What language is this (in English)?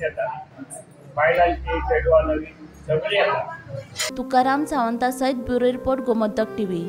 Konkani